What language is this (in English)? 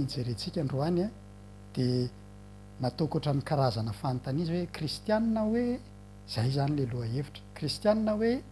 Malagasy